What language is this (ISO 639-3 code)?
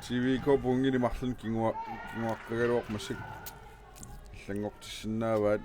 kal